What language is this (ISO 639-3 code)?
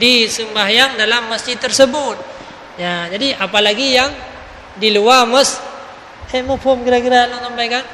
ace